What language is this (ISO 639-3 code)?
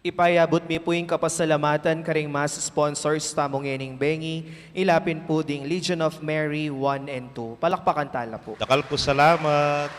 pam